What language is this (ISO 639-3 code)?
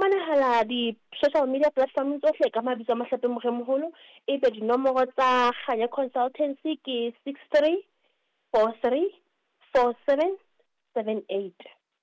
sot